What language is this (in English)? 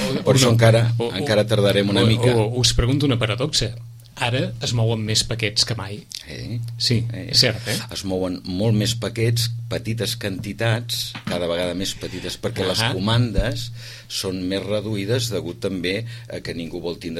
Catalan